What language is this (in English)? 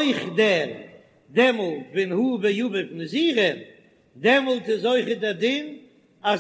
Yiddish